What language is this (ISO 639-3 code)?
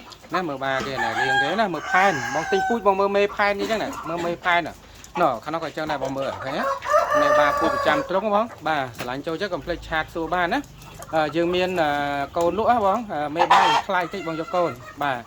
khm